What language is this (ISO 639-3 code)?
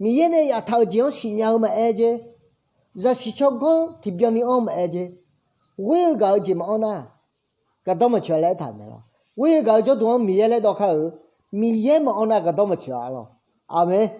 ahk